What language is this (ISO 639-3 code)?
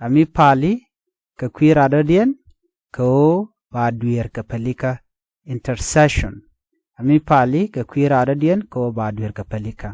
nus